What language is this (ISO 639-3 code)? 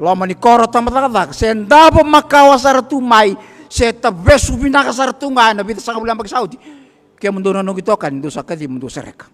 fij